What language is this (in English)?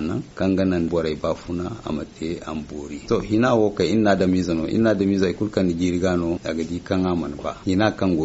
Zarma